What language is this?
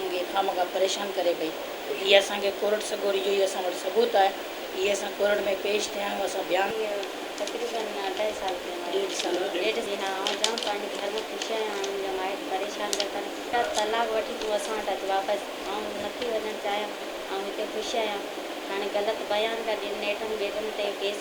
Sindhi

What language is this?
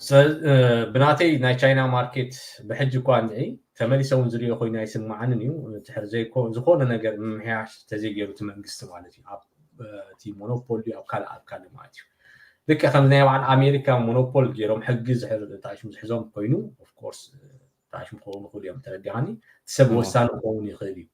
Tigrinya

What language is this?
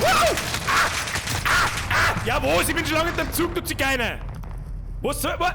Bavarian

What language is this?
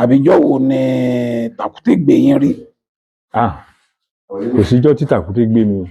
Yoruba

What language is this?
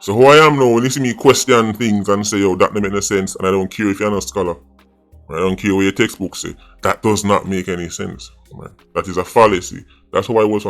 Jamaican Creole English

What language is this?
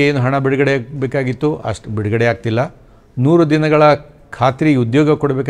Kannada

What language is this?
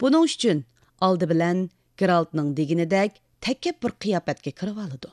Uyghur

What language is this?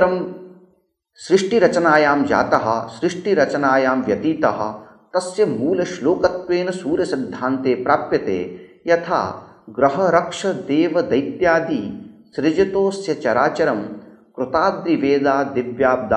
Sanskrit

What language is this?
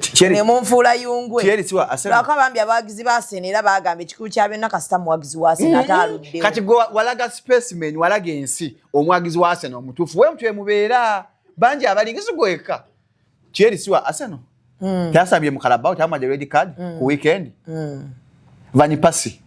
Ganda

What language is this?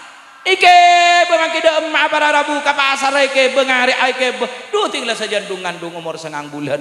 Madurese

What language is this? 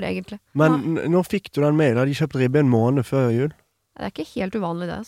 Norwegian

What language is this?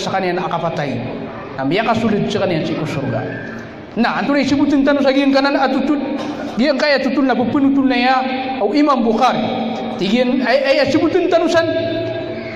Maranao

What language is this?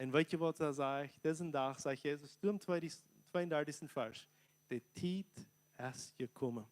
Plautdietsch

